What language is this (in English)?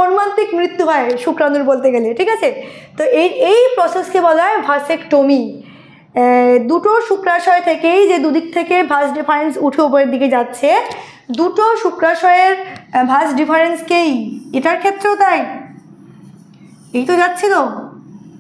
Bangla